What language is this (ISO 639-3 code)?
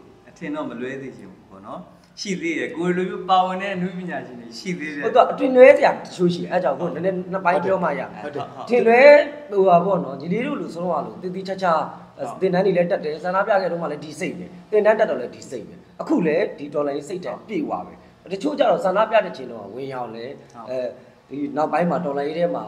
mya